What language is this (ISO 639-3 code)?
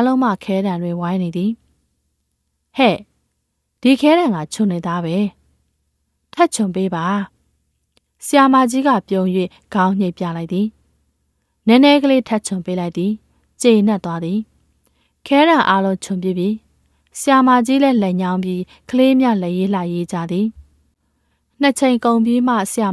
mya